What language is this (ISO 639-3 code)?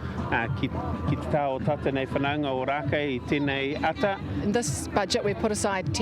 mri